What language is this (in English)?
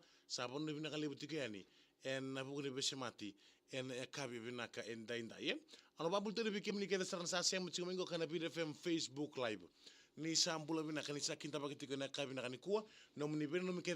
Fijian